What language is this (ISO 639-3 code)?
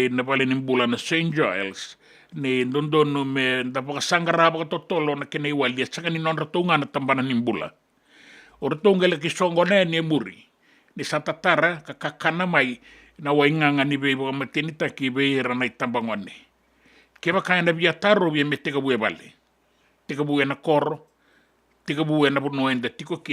fij